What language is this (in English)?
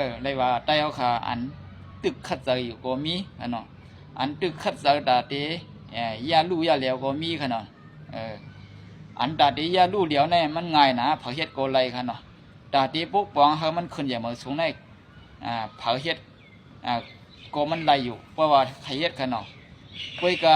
Shan